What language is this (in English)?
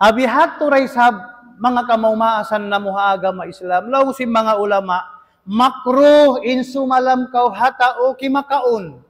Tausug